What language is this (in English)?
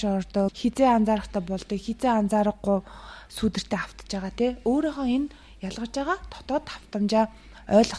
Mongolian